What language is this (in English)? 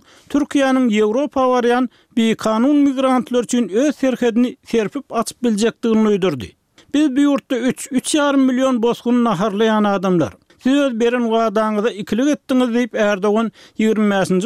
Turkmen